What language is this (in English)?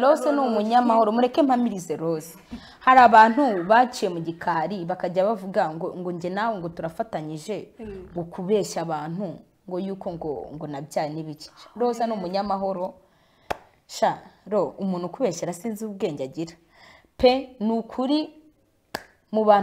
Kinyarwanda